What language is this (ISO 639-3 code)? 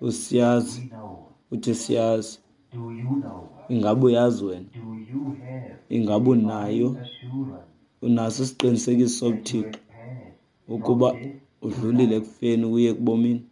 xho